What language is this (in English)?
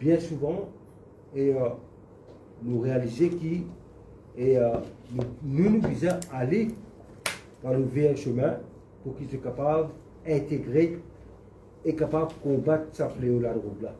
Morisyen